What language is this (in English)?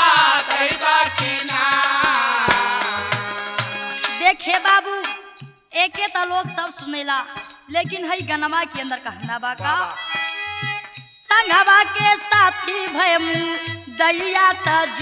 Bhojpuri